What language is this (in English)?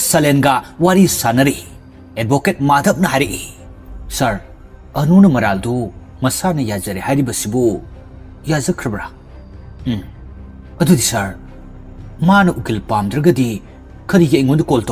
Manipuri